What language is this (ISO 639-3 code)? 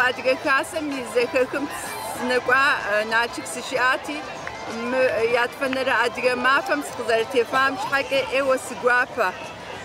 kbd